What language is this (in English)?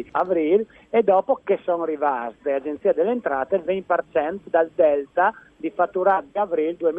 Friulian